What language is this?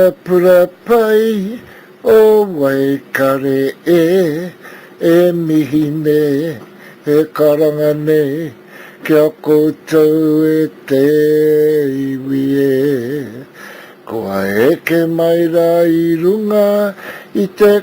Māori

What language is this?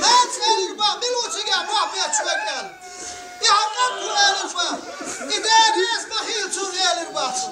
Chechen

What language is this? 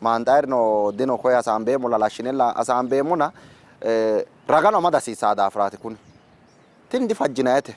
Sidamo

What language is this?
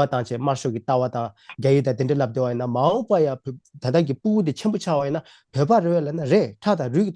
Tibetan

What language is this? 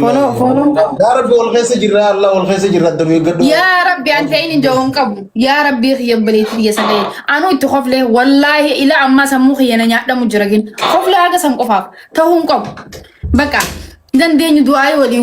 Oromo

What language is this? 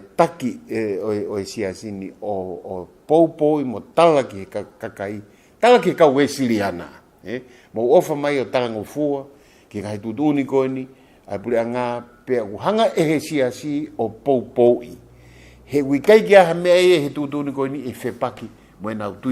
Tongan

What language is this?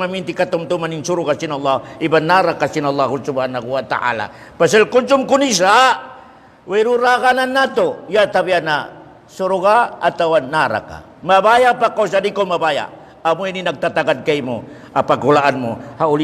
Tausug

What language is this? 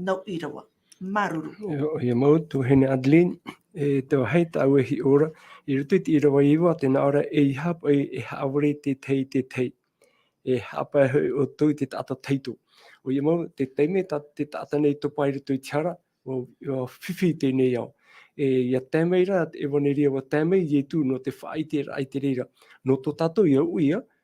Tahitian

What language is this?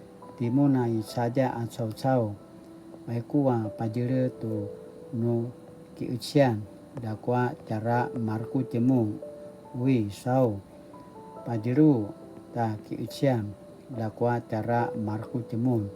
Paiwan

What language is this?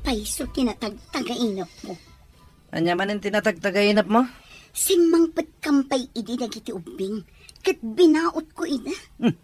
Iloko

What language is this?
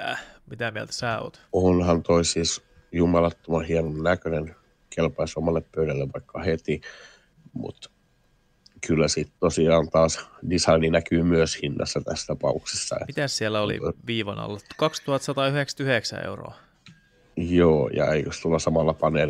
Finnish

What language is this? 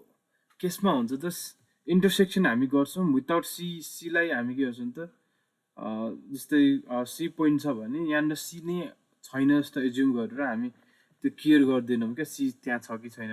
Nepali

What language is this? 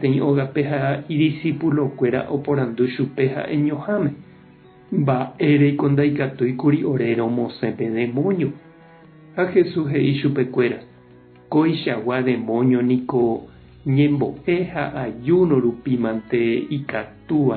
Guarani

